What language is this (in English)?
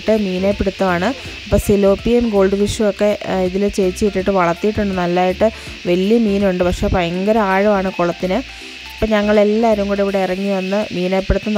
Malayalam